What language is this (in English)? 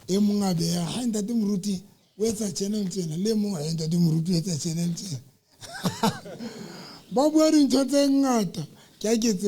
Southern Sotho